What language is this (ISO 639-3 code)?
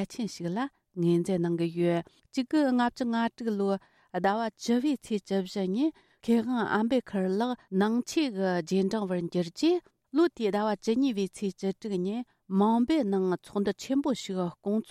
bod